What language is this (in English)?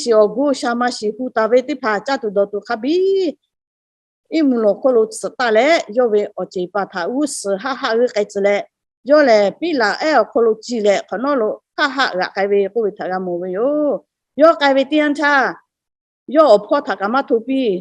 Lahu